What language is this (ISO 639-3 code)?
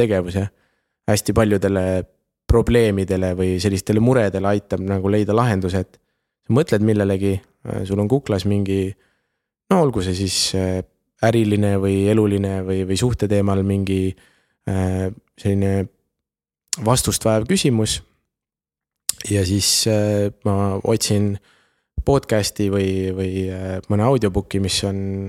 est